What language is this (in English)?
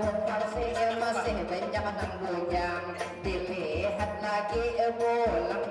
Banjar